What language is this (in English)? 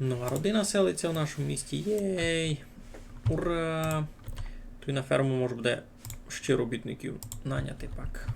Rusyn